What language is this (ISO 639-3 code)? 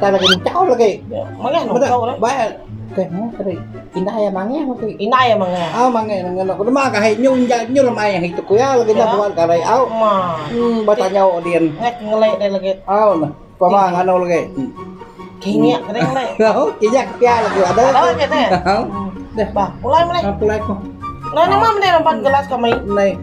iba